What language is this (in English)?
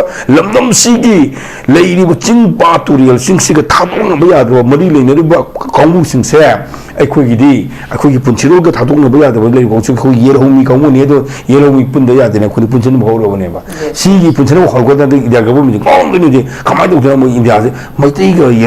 Manipuri